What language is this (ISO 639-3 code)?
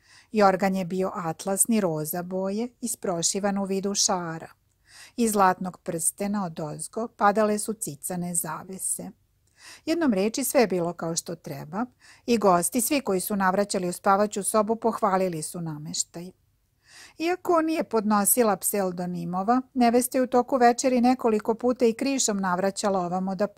srp